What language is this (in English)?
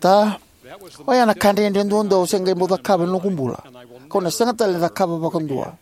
Fijian